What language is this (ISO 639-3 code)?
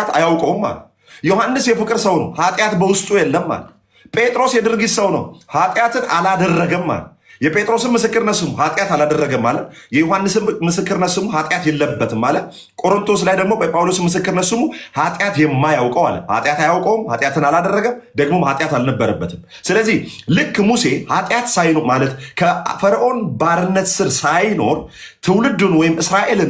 amh